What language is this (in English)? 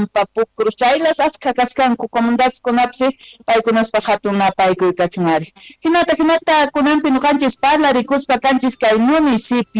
South Bolivian Quechua